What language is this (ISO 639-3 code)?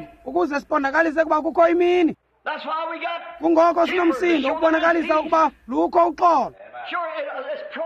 xho